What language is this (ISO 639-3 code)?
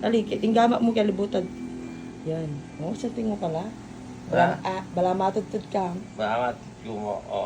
pam